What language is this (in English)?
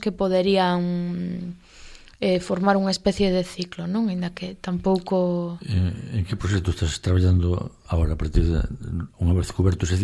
Galician